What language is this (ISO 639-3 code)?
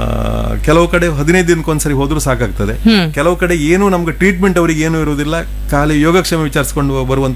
kan